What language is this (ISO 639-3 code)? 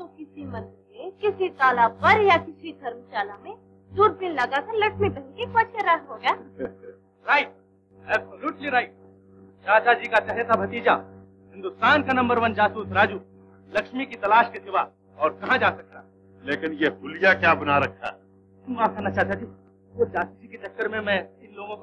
hin